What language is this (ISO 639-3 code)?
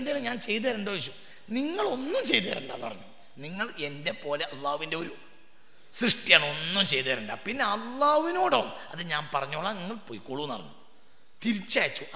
mal